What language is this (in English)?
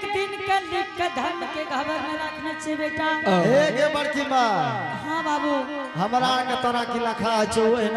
Angika